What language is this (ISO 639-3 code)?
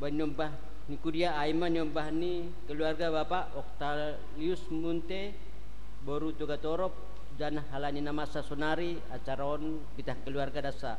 bts